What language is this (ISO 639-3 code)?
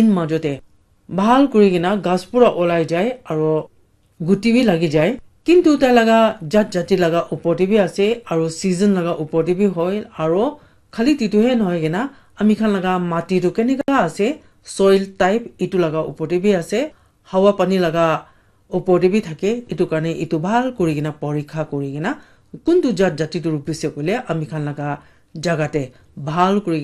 nag